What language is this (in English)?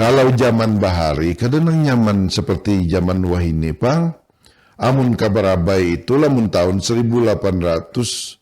Banjar